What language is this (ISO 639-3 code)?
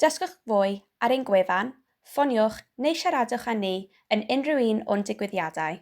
cym